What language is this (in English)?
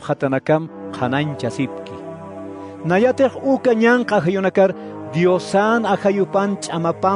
Aymara